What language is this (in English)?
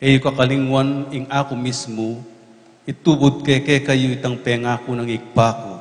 Pampanga